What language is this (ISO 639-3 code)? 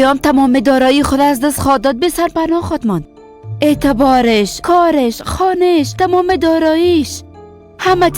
fas